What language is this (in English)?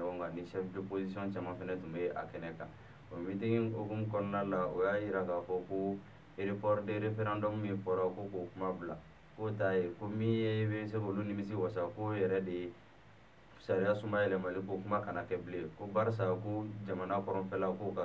Bambara